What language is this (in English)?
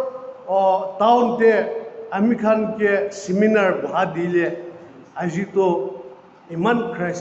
Naga Pidgin